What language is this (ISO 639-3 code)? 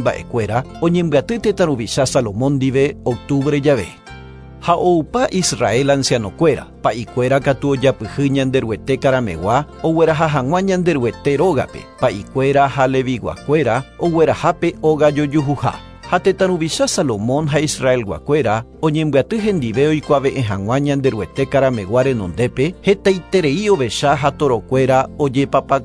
grn